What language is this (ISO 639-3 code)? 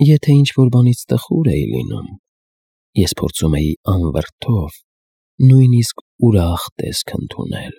hye